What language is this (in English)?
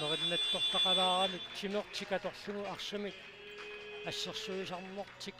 Kalaallisut